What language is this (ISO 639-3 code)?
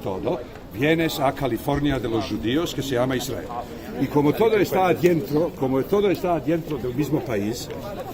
lad